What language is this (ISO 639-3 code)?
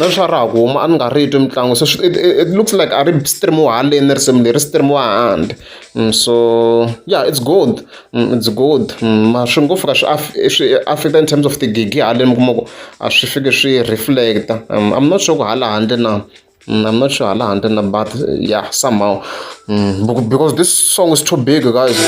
tso